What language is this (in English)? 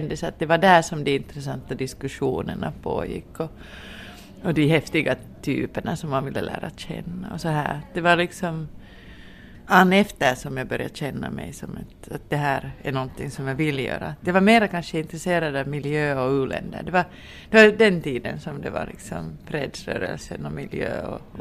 Swedish